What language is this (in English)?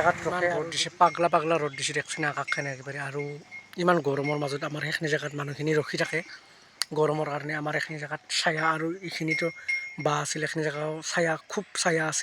Assamese